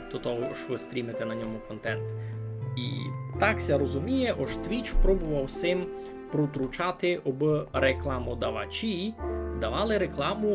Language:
Rusyn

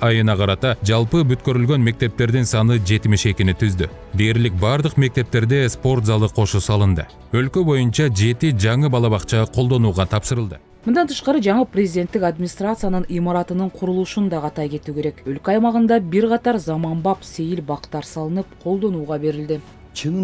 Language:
Kyrgyz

